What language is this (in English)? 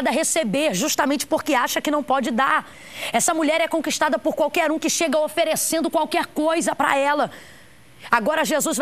Portuguese